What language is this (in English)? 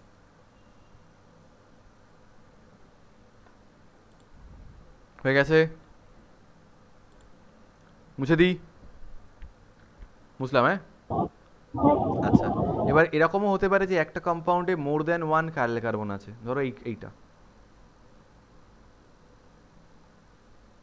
Bangla